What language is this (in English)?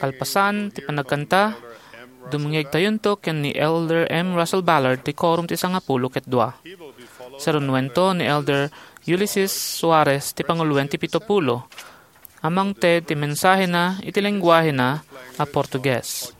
Iloko